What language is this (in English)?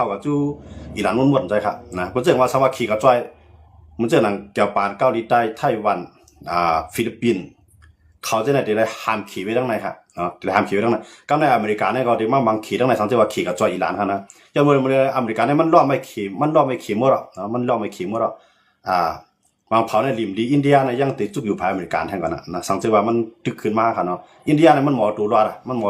Shan